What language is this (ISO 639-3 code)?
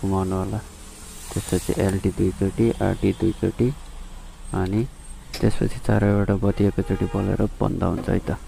nep